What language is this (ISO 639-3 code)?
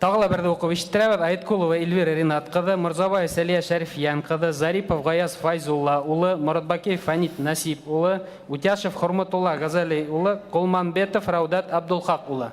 bak